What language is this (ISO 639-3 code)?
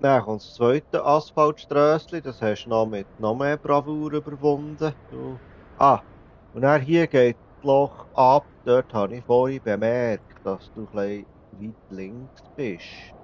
gsw